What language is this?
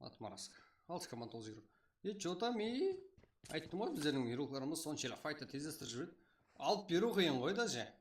Kara-Kalpak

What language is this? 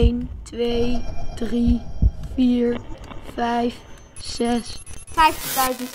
Dutch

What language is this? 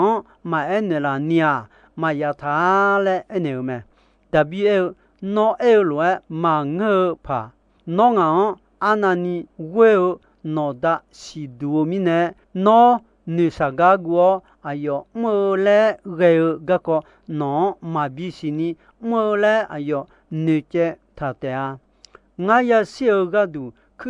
Akha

